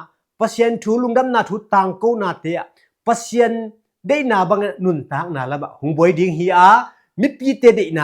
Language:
Tedim Chin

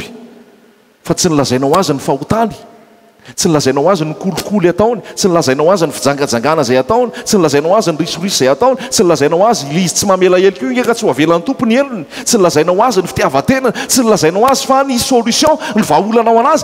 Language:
Malagasy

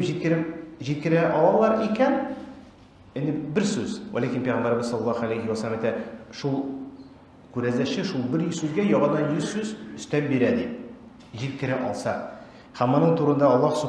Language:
Tatar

